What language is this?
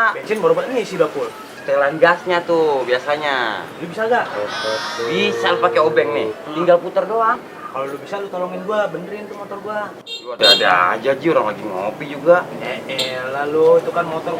Betawi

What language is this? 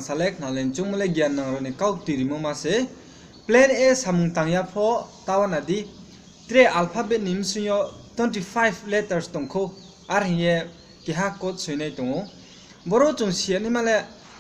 Riang (India)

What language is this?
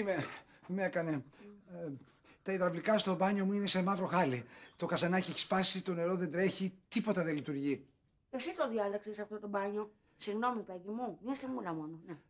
Greek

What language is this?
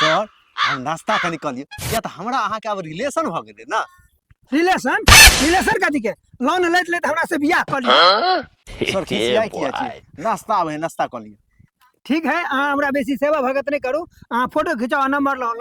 Maithili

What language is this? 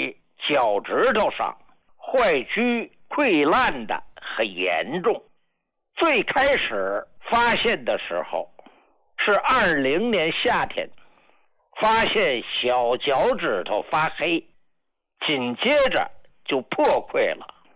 Chinese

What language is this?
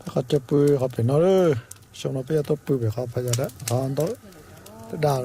Hmong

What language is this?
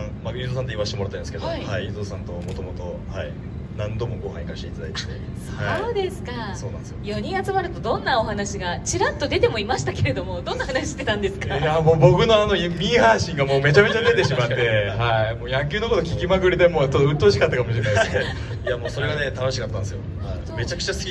Japanese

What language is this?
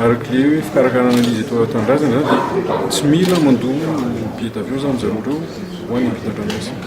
Malagasy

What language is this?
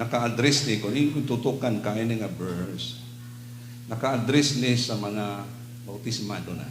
Cebuano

